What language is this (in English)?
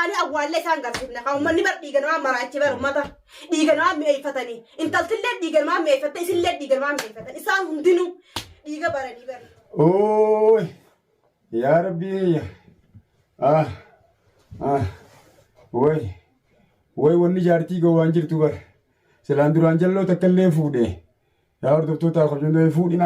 Oromo